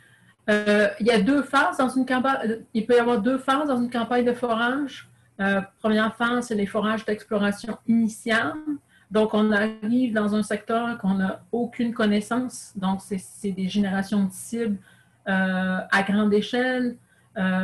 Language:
French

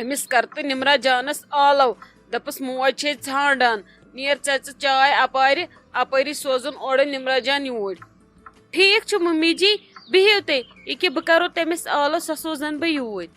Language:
Kashmiri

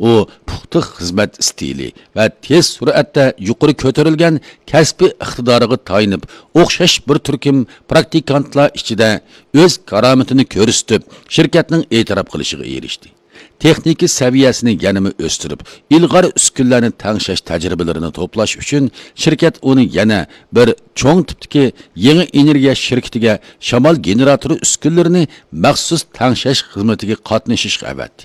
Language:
Uyghur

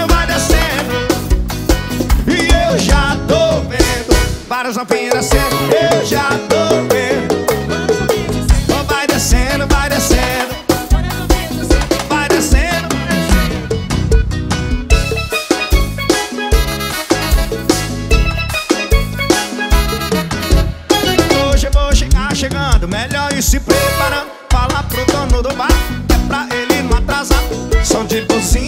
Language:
Portuguese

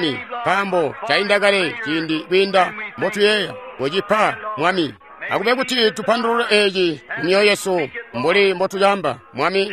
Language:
Tonga (Zambia)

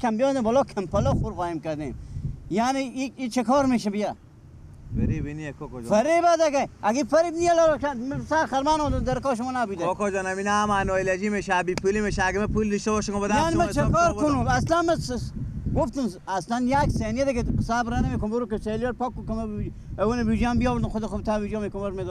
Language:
Persian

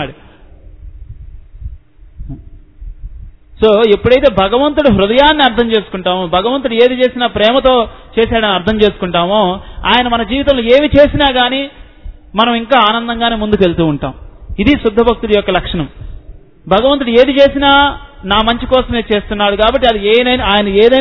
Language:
Telugu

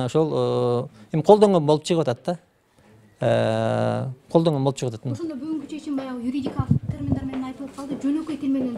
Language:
Kyrgyz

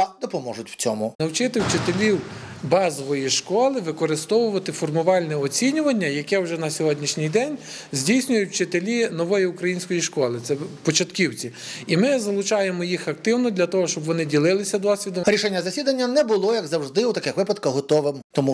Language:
Ukrainian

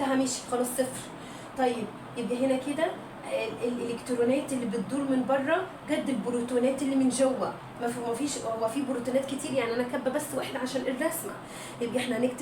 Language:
Egyptian Arabic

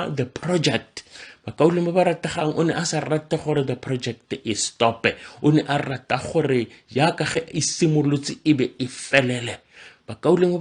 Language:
Tswana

